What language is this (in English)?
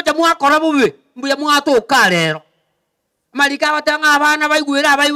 Gusii